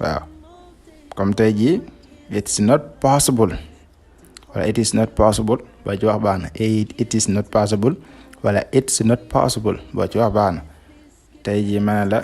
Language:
Wolof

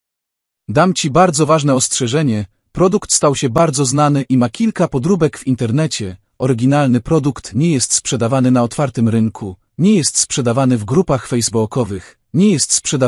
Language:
Polish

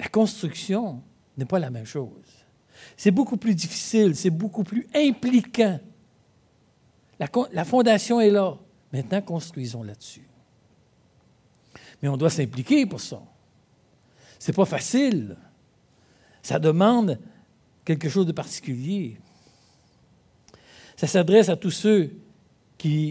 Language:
French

